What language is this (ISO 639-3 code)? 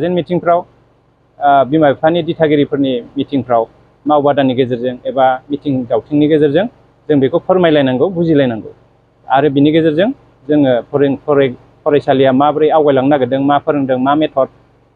brx